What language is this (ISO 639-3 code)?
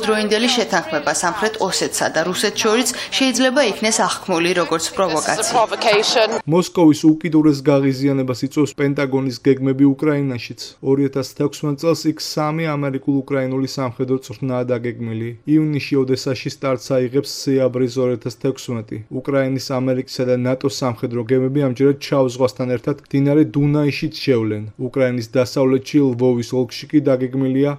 kat